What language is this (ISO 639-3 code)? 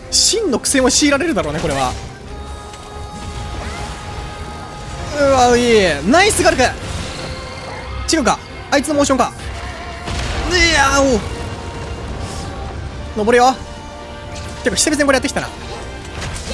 jpn